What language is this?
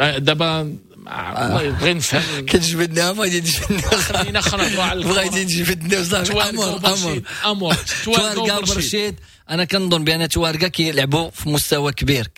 Moroccan Arabic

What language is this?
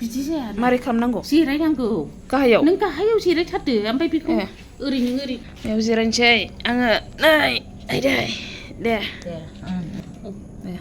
Bodo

